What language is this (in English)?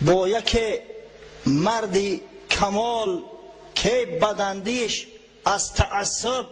Tajik